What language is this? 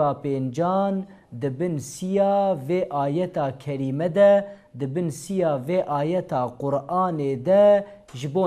Kurdish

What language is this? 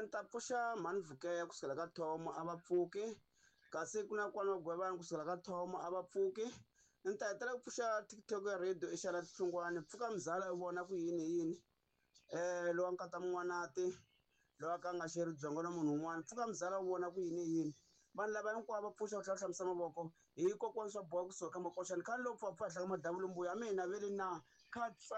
Tsonga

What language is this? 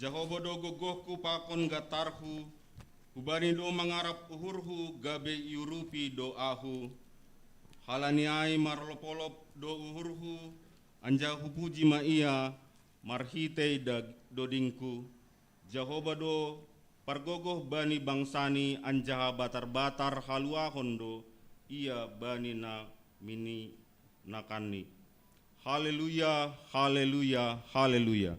Batak Simalungun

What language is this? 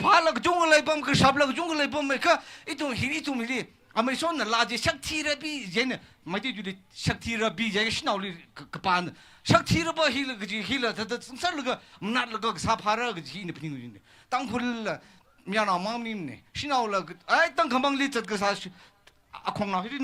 Tangkhul Naga (India)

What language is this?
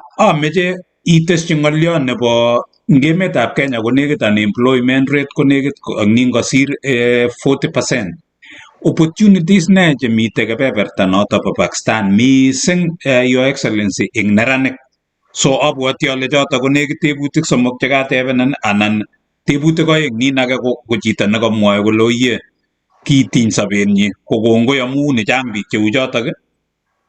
Kalenjin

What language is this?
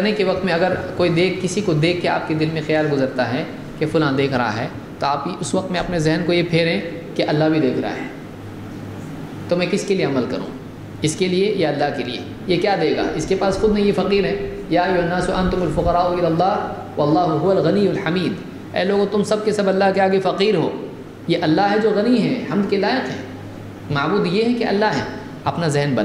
Urdu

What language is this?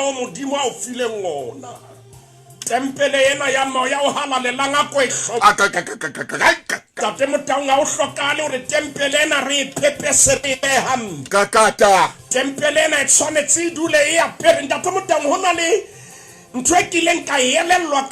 Southern Sotho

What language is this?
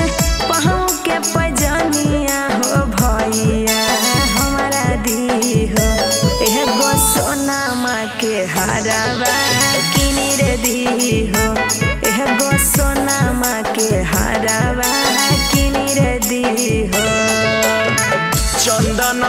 Bhojpuri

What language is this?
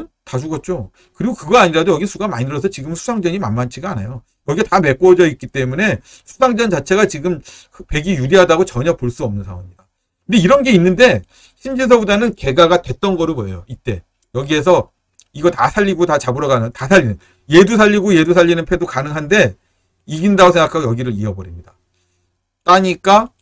Korean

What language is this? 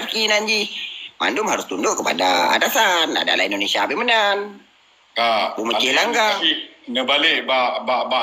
Achinese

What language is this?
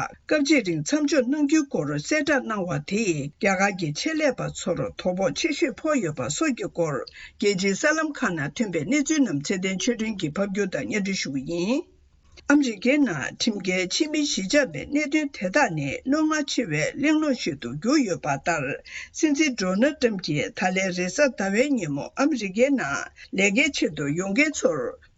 Tibetan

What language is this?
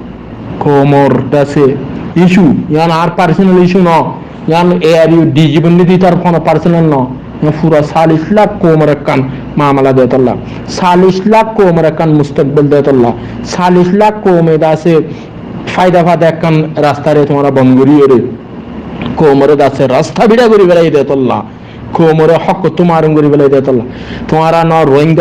Rohingya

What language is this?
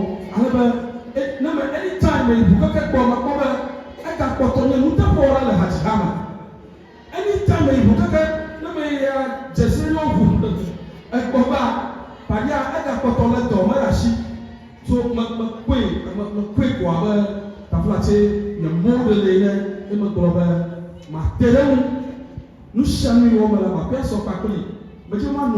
Ewe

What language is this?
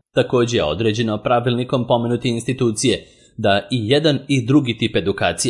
Serbian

